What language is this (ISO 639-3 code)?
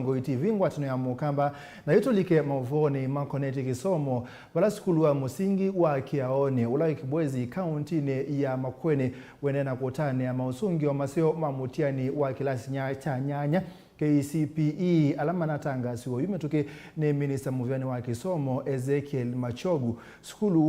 kam